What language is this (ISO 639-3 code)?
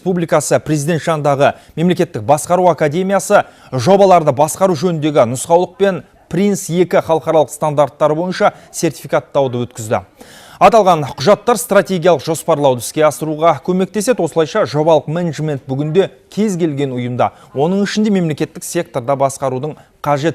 kaz